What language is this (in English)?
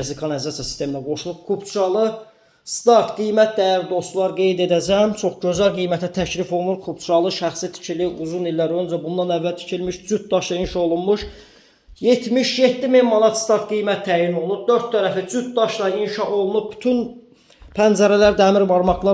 Azerbaijani